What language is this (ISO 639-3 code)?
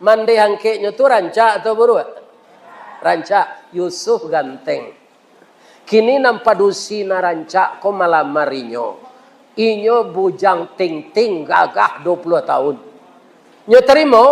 min